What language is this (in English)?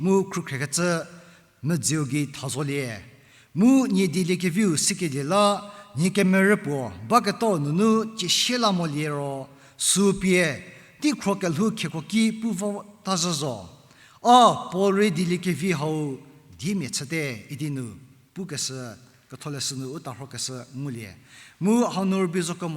Angami Naga